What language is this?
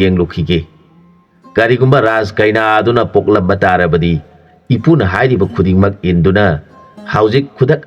Manipuri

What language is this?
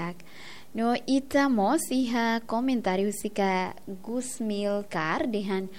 Tetum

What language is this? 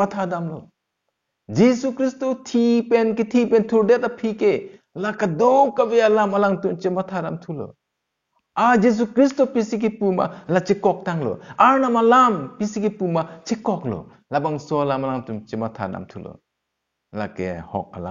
Karbi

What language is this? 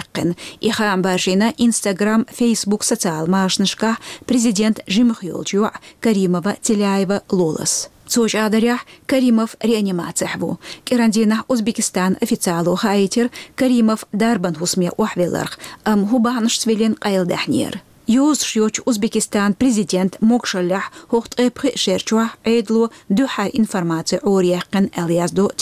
Chechen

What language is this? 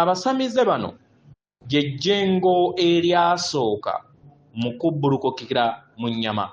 Ganda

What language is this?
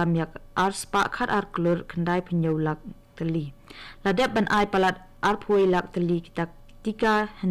Khasi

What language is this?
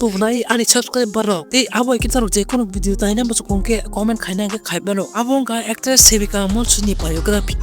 Kok Borok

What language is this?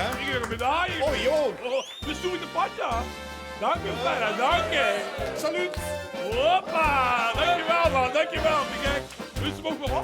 Limburgish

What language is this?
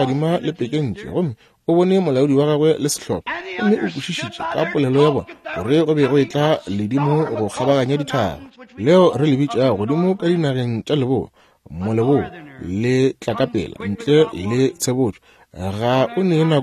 Northern Sotho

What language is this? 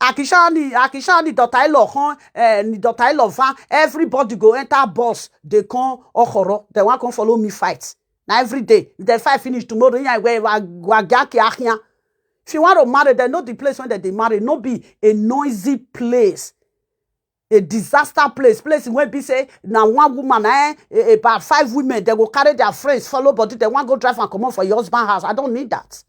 Nigerian Pidgin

